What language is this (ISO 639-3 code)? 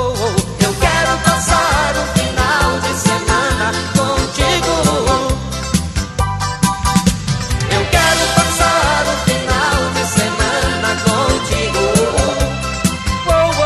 por